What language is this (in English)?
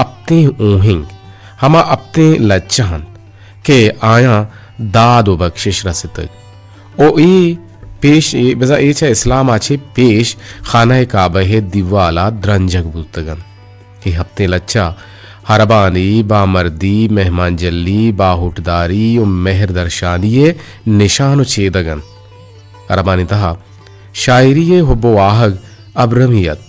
Eastern Balochi